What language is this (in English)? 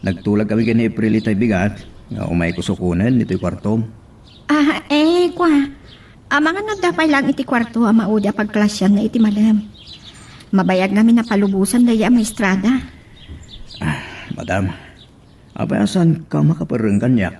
Iloko